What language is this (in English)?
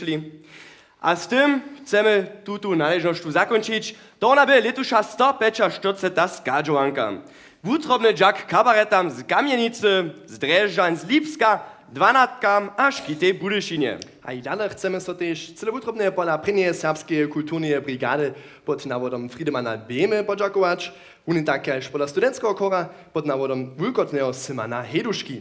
Upper Sorbian